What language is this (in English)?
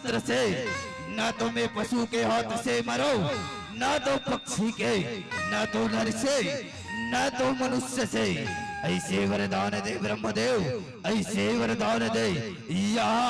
Chhattisgarhi